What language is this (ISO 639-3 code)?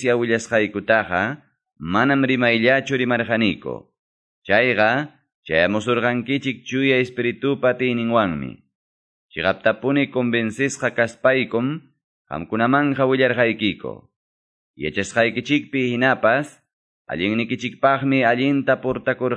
que